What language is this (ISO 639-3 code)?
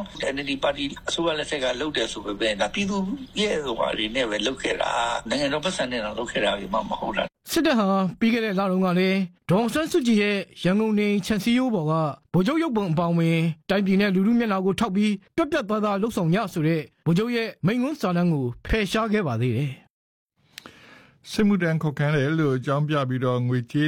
mya